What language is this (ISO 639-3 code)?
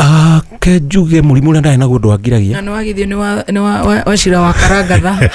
kik